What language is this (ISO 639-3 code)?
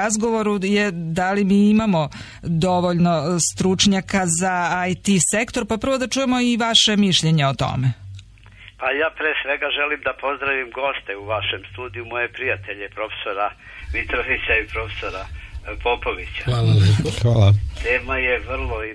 srp